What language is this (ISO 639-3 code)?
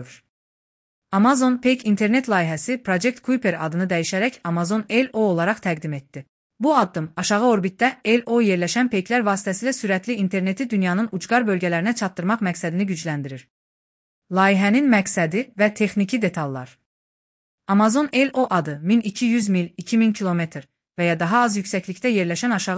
aze